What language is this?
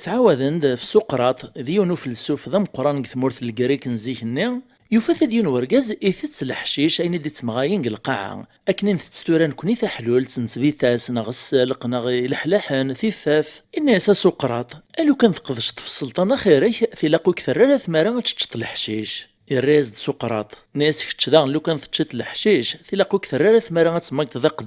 Kabyle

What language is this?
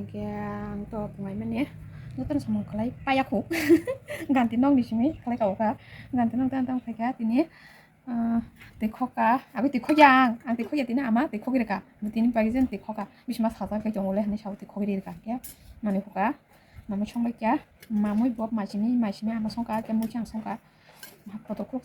Kok Borok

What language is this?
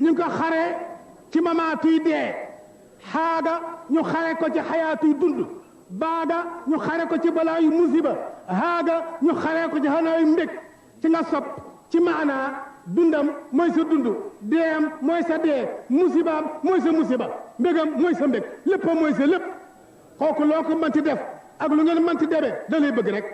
Wolof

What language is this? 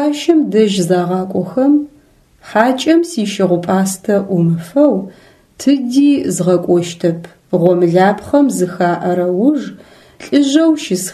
Adyghe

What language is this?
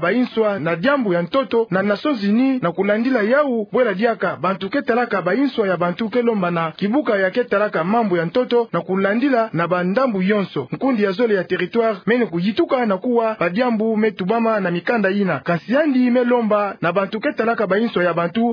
Kituba (Democratic Republic of Congo)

